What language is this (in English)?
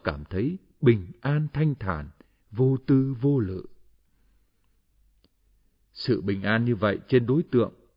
Vietnamese